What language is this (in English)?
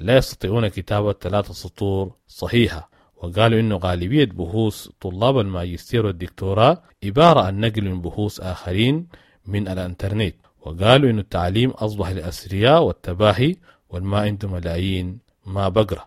Sudanese Arabic